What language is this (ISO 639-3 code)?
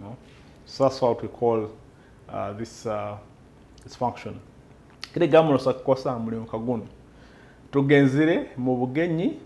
nyo